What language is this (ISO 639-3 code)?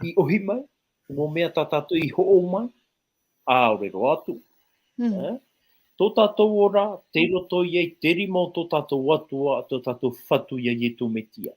tah